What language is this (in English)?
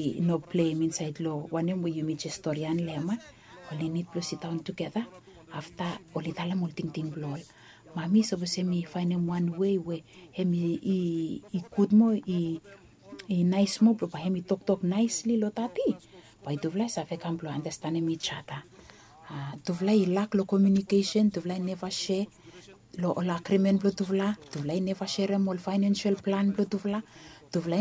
Bislama